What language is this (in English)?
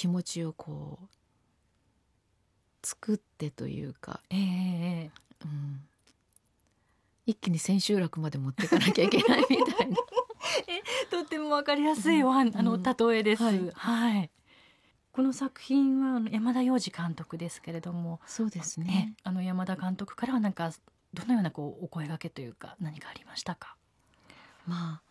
Japanese